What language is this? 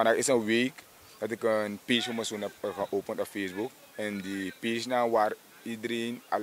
Sranan Tongo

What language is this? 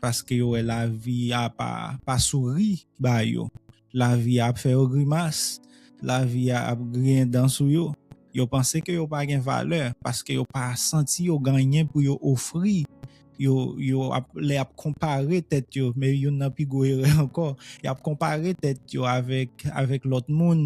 Haitian Creole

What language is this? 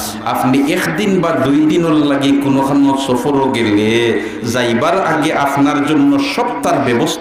Sylheti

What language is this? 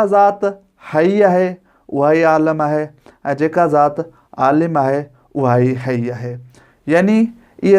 Sindhi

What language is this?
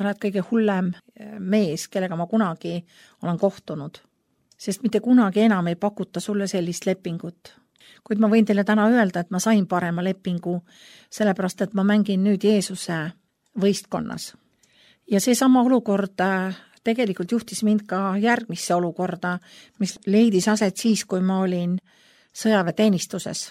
Estonian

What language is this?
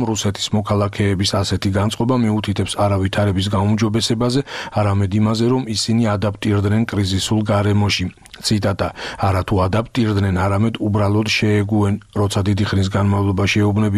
Georgian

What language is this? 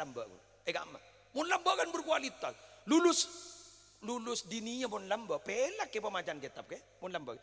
Madurese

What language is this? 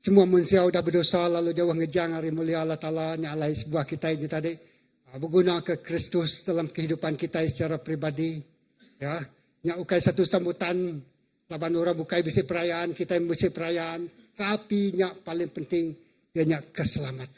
Iban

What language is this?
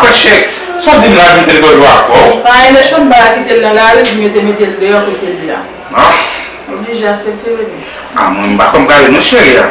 Haitian Creole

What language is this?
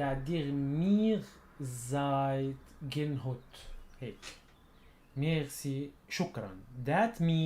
North Levantine Arabic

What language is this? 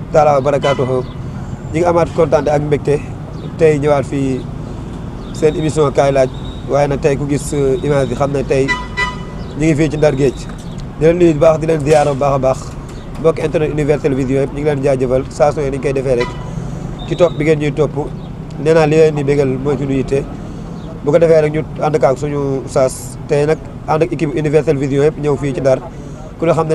Wolof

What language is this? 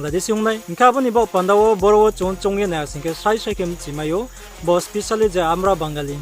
Riang (India)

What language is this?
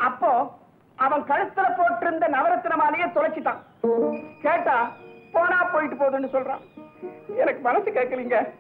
Tamil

